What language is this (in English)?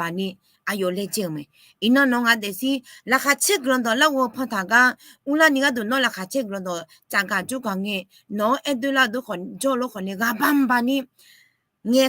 Akha